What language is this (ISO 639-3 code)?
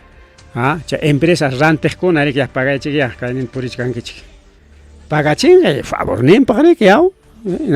quy